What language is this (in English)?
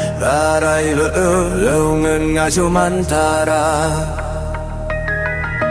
Malay